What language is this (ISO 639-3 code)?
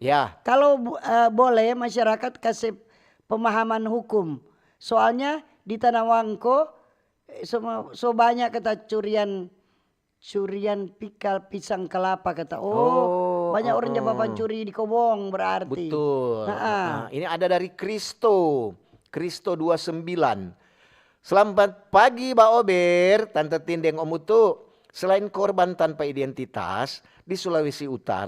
xmm